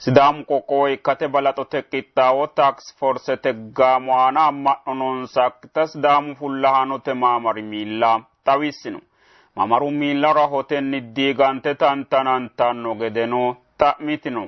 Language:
Sidamo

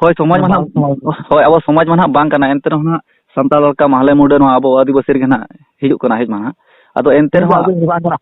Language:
Santali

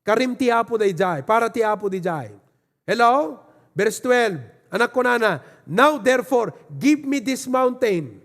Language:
Iloko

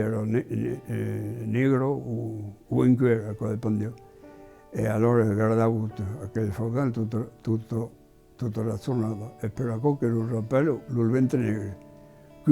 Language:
Occitan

